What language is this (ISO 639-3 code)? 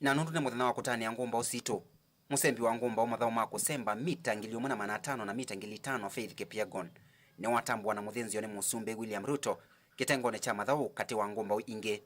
kam